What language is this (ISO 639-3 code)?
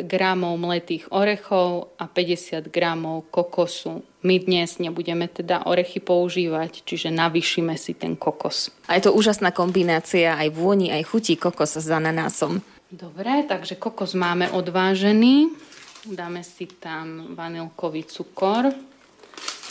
slk